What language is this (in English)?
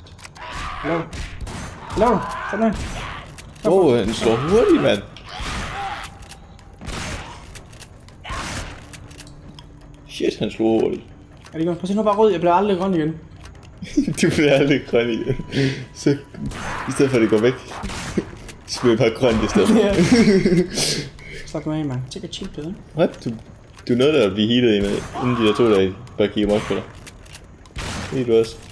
Danish